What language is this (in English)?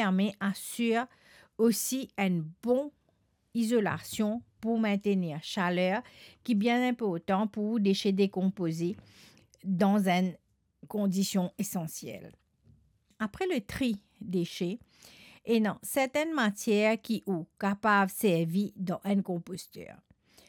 Morisyen